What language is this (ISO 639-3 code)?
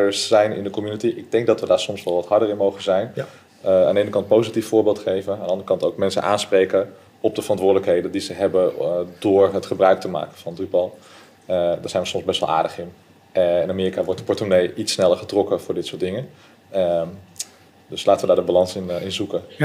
nld